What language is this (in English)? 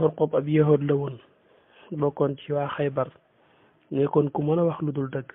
Wolof